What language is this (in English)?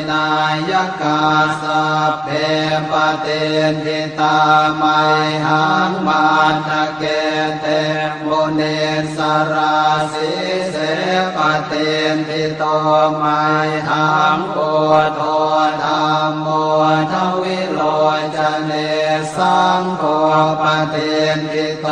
Pali